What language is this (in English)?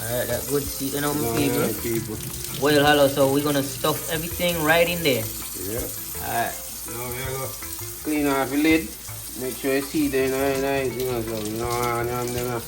Jamaican Creole English